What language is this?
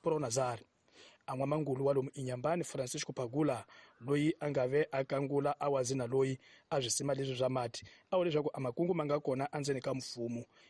Tsonga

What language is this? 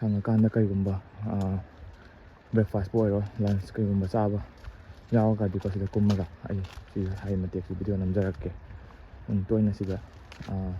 Manipuri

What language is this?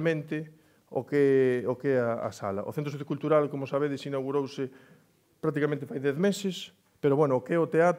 Galician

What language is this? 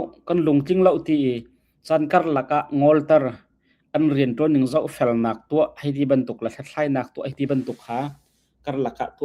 Hakha Chin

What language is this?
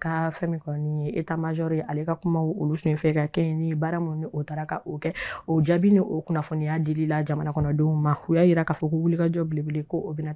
Bambara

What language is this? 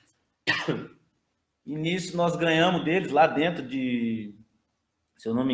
Portuguese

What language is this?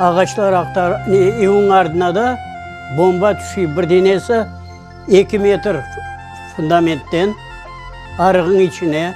Crimean Tatar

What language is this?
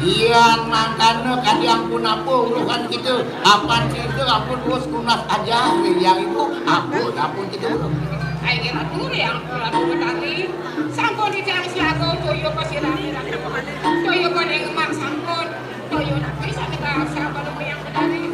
Balinese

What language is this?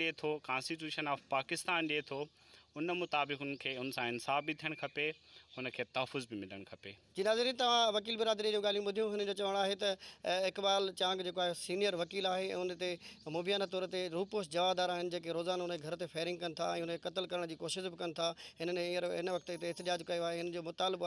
Sindhi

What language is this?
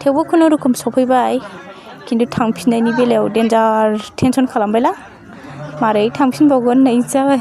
Bodo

